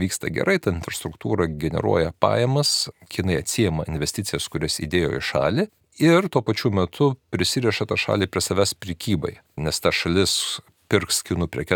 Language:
Lithuanian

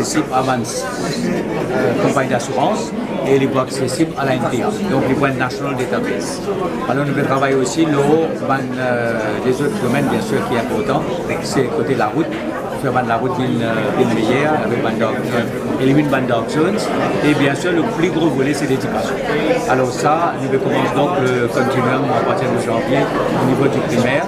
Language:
Morisyen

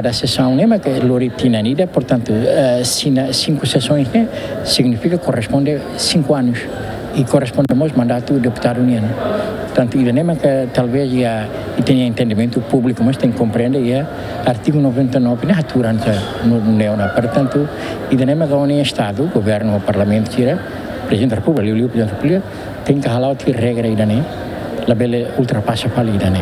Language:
Tetum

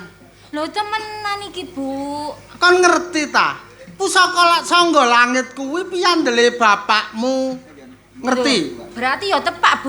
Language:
Javanese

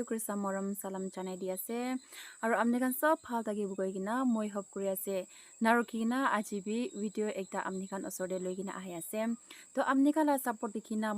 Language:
Naga Pidgin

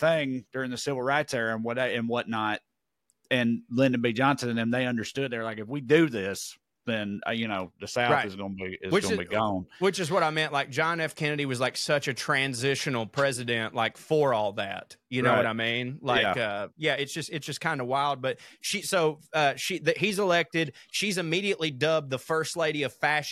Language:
English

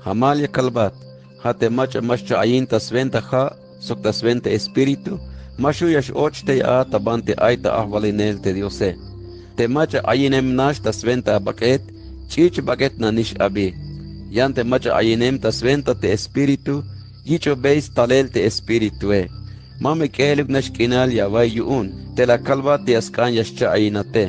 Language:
Tzeltal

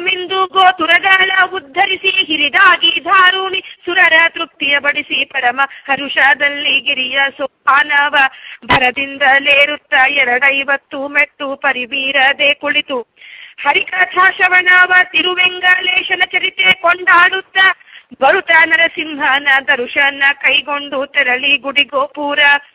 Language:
Kannada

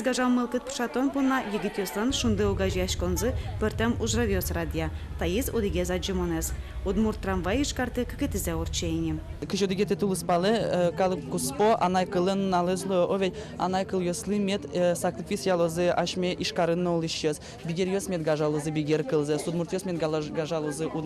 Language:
Udmurt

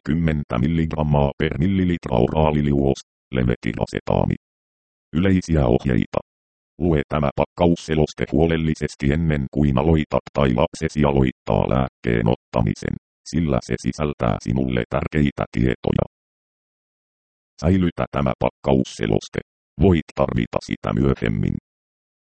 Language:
Finnish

